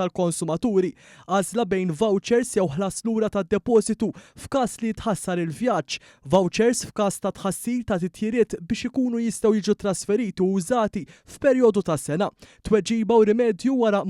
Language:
Maltese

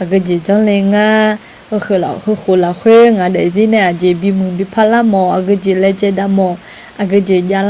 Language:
Akha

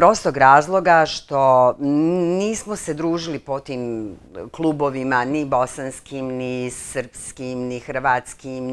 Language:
Bosnian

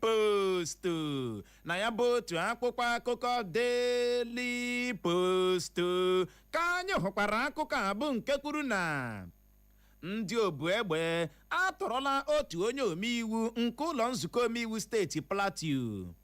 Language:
Igbo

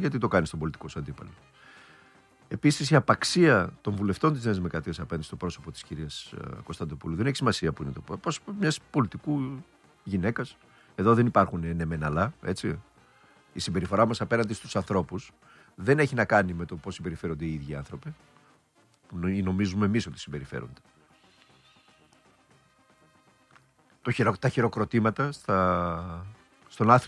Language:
Greek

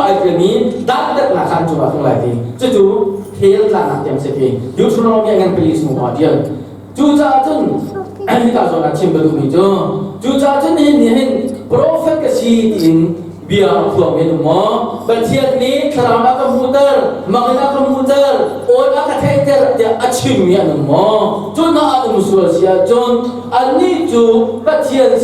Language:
Hakha Chin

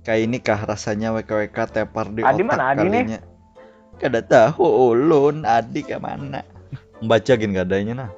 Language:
Banjar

